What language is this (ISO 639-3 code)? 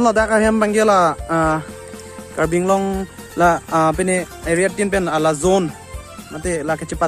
mjw